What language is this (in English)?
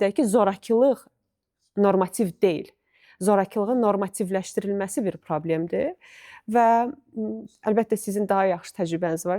Azerbaijani